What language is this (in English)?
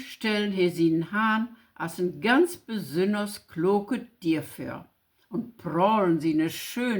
Low German